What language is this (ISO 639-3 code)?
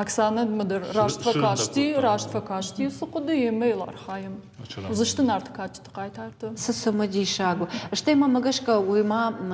oss